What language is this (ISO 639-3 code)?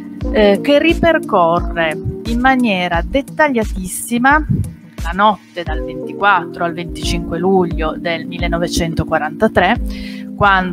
ita